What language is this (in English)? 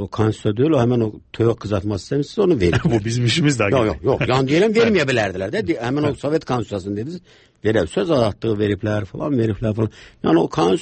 Azerbaijani